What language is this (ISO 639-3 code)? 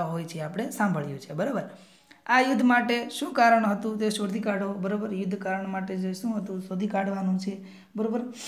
guj